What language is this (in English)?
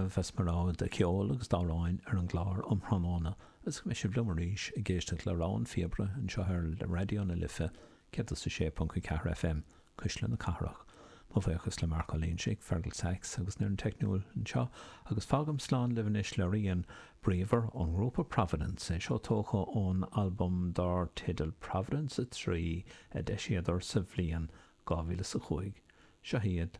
Irish